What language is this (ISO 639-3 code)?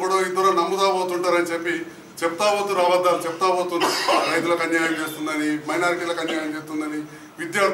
tel